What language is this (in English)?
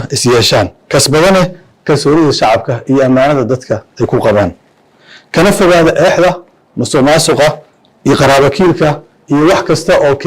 Somali